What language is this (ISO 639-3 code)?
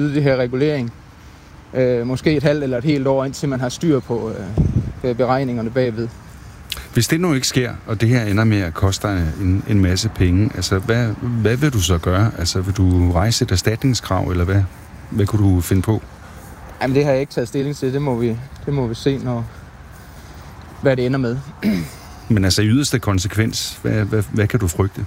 dan